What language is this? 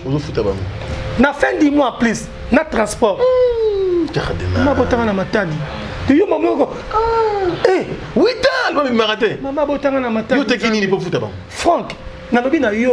Lingala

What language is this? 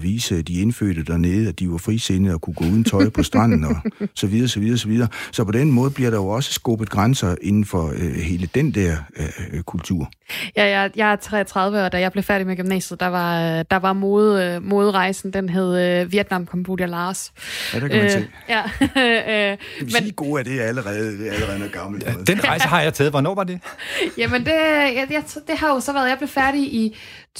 Danish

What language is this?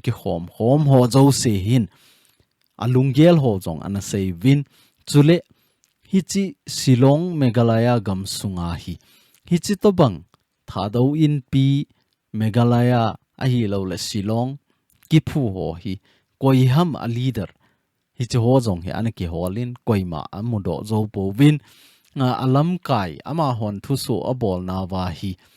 Thado Chin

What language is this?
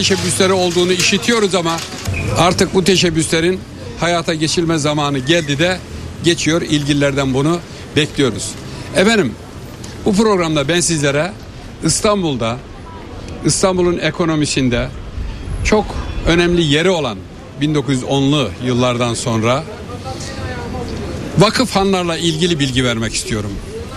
Turkish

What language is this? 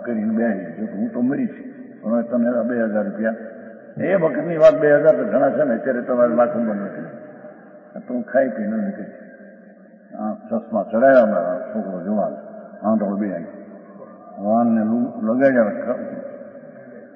Gujarati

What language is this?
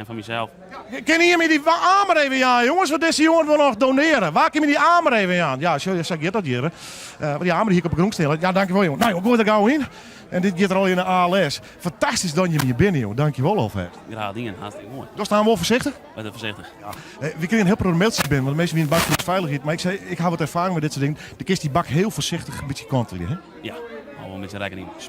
Western Frisian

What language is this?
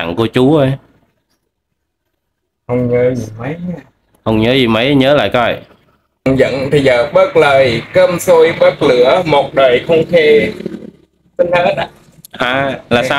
Vietnamese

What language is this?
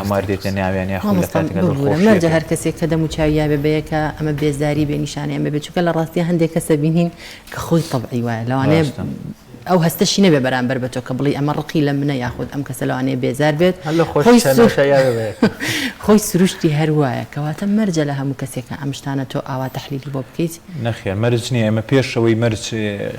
Central Kurdish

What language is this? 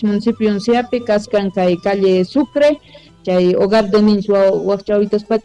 Quechua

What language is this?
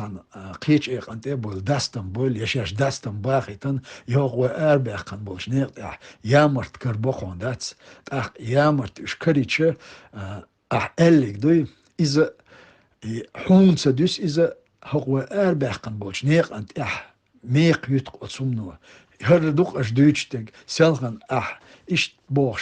Chechen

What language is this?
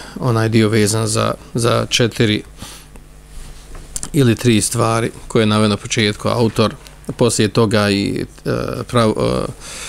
Bosnian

